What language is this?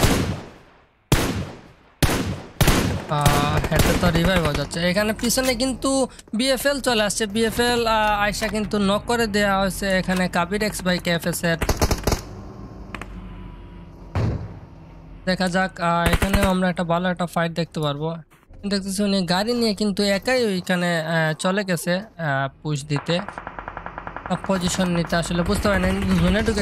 Bangla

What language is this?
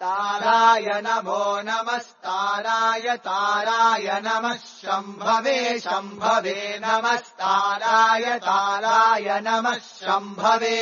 Sanskrit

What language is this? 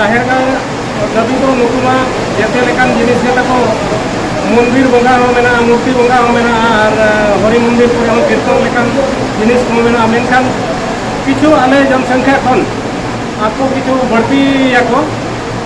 Santali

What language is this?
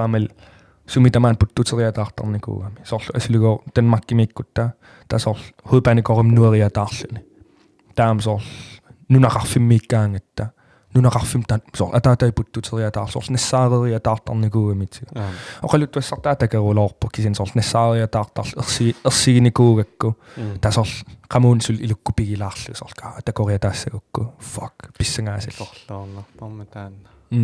Kalaallisut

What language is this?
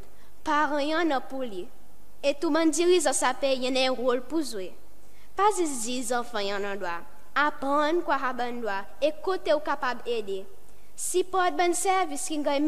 Seselwa Creole French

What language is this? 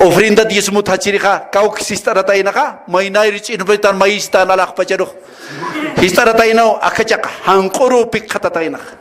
Aymara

